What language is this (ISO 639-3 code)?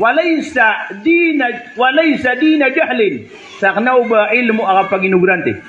mrw